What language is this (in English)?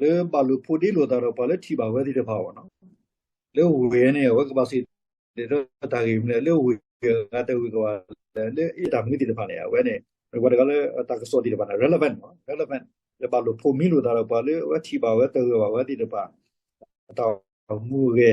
S'gaw Karen